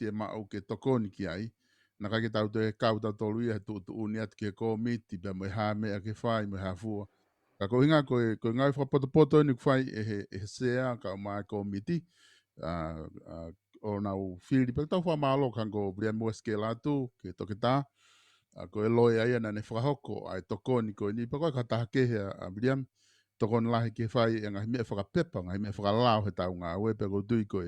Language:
Tongan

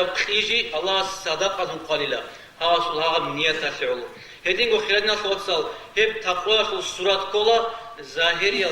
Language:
Avaric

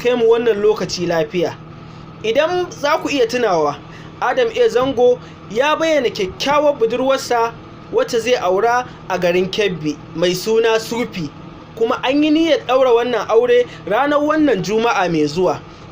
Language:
Hausa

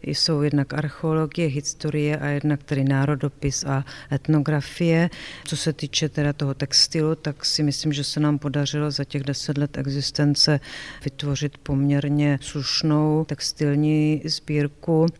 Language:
Czech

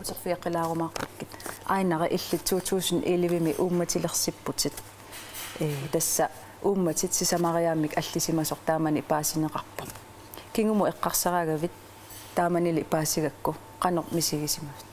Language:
Kalaallisut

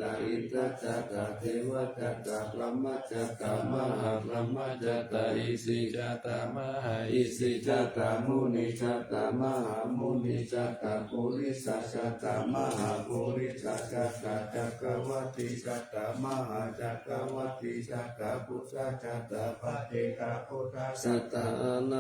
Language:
Pali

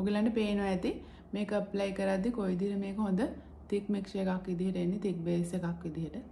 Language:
Sinhala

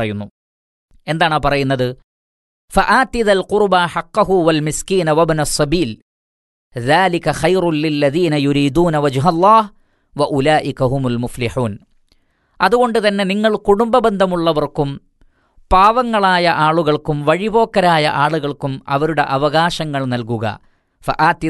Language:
Malayalam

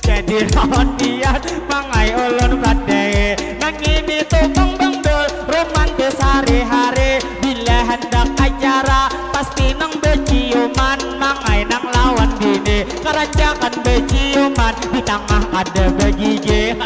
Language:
Banjar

